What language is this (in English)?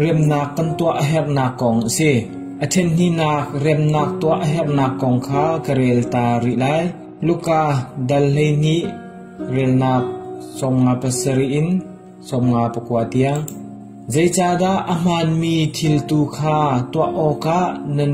Hakha Chin